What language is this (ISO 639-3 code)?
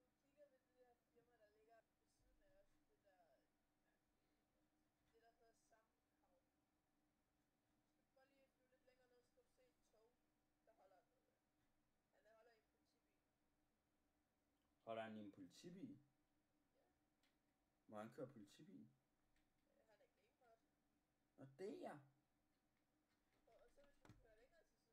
dan